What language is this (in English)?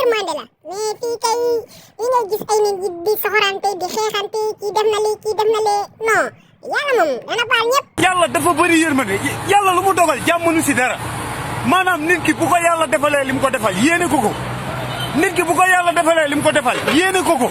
Wolof